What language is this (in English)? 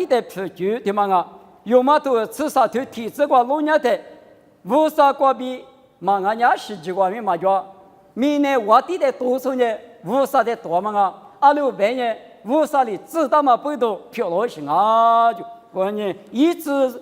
Lisu